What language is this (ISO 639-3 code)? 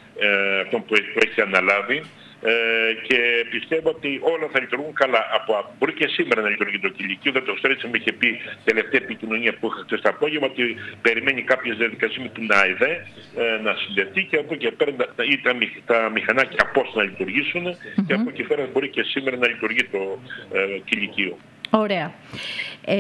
ell